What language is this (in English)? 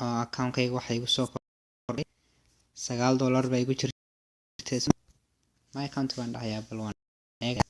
Somali